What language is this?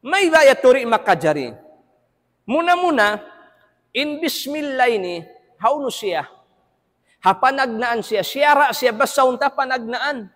Tausug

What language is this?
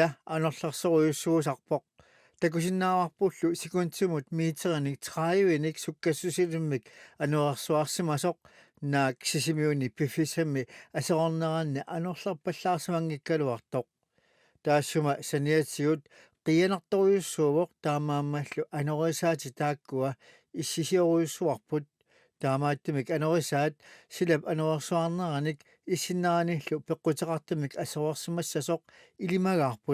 Kalaallisut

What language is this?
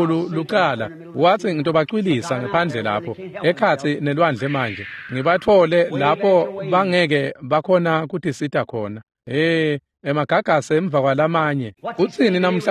Swati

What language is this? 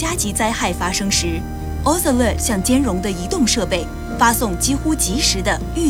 Chinese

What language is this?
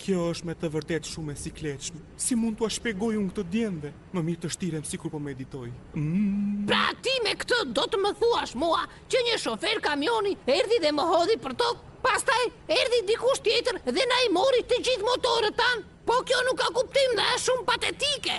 Albanian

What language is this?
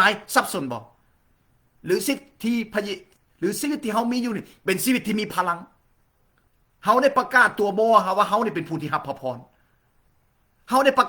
Lao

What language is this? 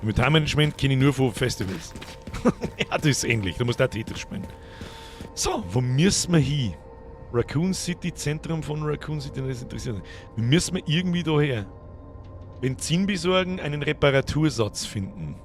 Bavarian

